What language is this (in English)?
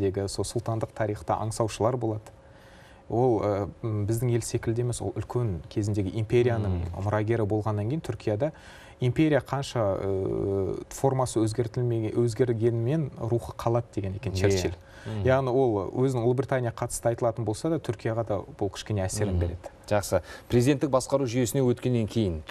Kazakh